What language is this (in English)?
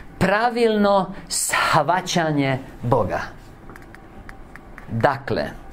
Croatian